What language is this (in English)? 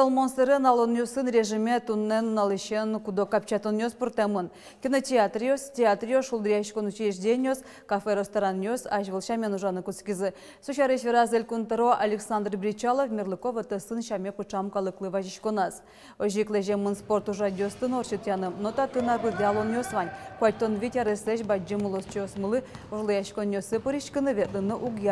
Udmurt